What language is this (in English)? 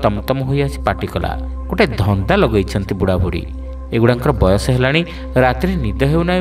Odia